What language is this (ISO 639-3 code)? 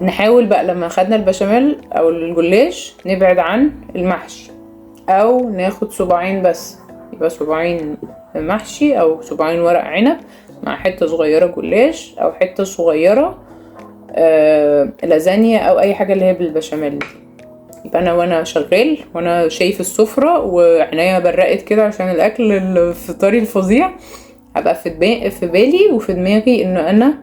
arz